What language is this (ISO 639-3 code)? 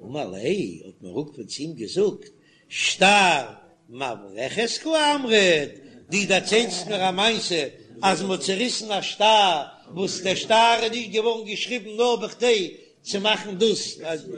yid